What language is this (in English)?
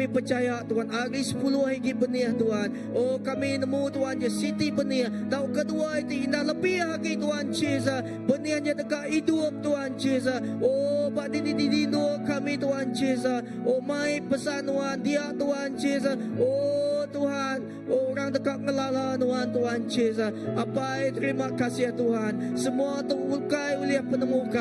Iban